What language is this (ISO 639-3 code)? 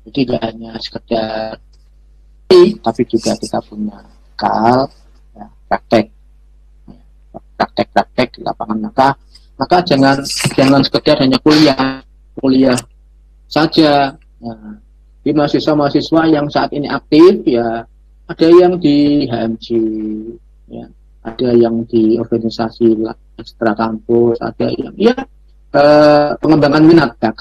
ind